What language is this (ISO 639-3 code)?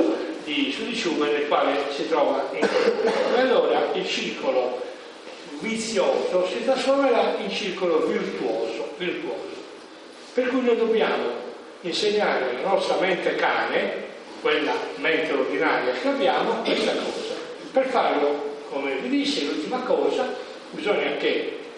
ita